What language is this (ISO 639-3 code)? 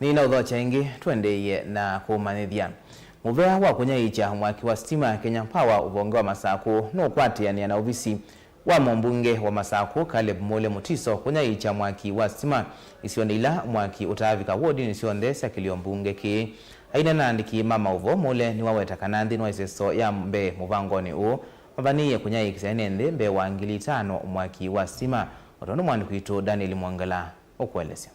kam